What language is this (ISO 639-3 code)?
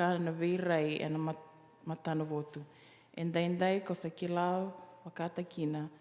fij